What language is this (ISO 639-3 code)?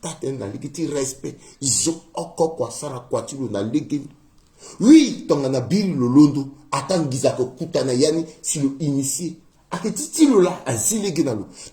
sag